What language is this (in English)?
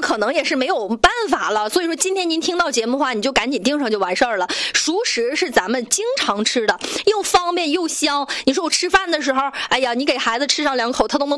Chinese